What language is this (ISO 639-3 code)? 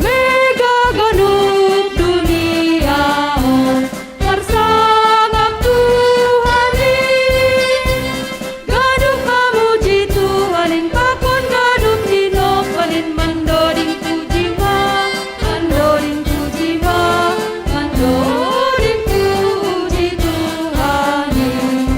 bts